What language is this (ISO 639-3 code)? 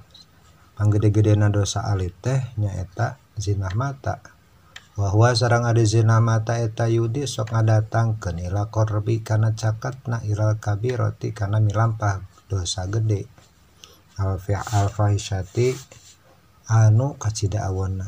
sun